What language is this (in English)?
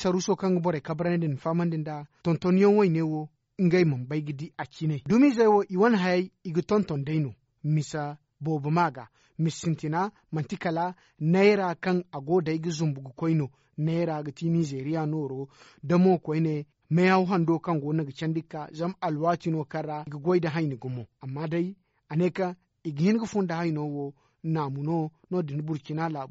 Zarma